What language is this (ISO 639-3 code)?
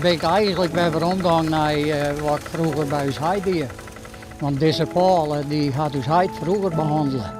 fry